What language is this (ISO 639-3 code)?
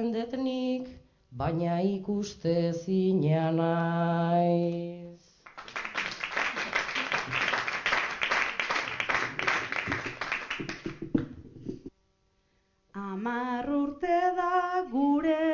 eus